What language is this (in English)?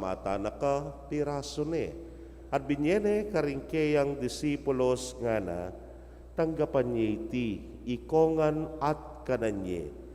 Pampanga